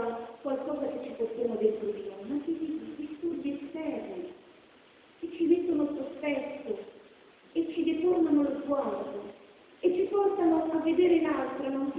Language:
Italian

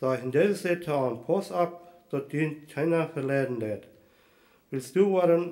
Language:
Plautdietsch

